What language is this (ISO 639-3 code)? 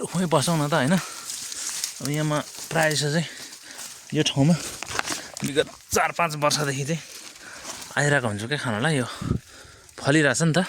nep